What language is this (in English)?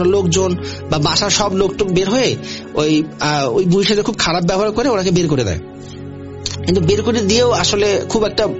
Bangla